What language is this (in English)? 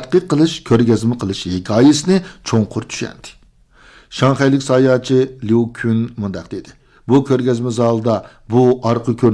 Uyghur